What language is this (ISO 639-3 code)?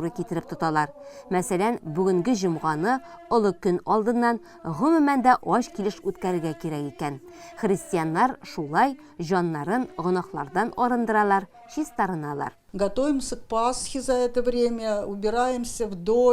tat